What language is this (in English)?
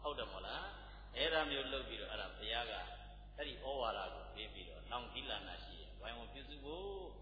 Burmese